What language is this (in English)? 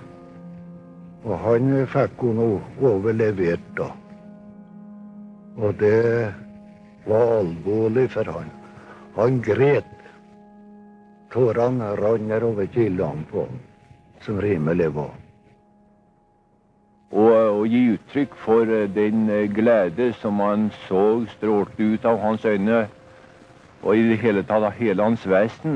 Norwegian